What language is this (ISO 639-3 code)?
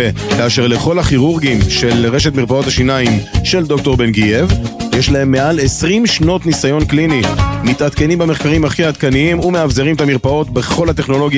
heb